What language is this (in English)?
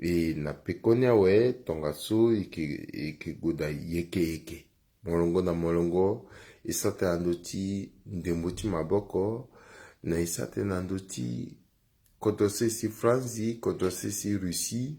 Sango